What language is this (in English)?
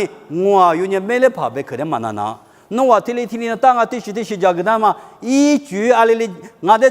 Lisu